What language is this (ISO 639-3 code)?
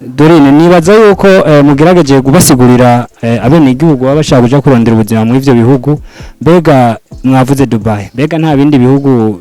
run